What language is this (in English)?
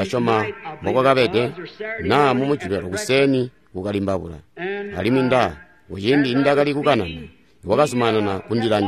Tonga (Zambia)